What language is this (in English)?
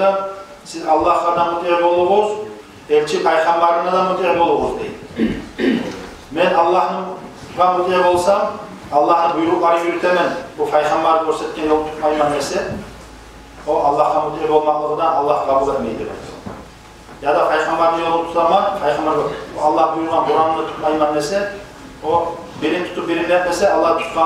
Kumyk